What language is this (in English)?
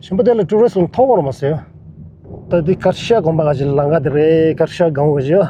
Tibetan